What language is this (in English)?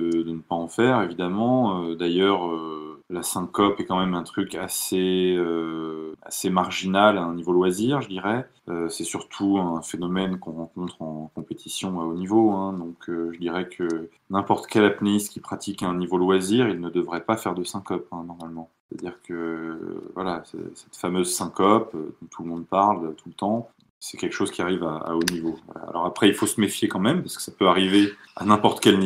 French